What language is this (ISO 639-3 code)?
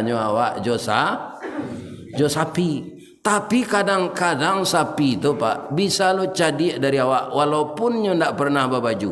min